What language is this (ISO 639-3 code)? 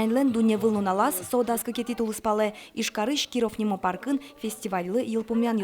udm